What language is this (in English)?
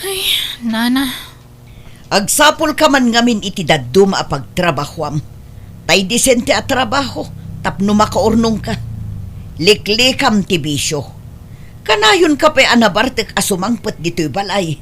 Iloko